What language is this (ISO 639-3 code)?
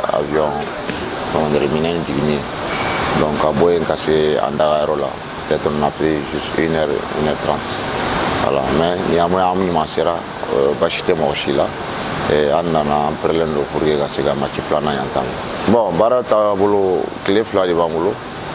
bam